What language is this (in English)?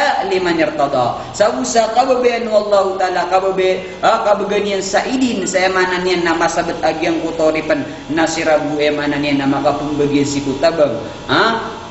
Maranao